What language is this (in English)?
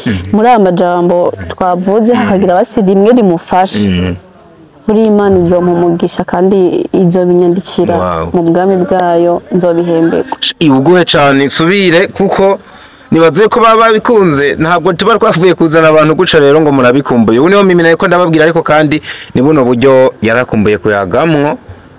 Rundi